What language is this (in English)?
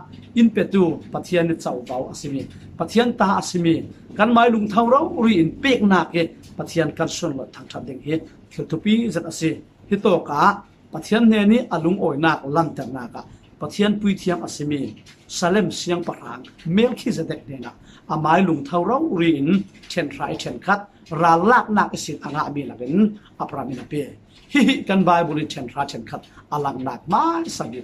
Falam Chin